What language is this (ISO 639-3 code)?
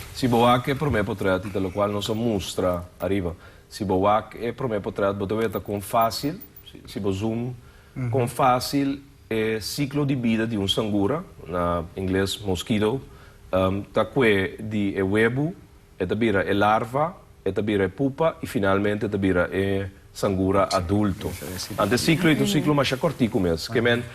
pap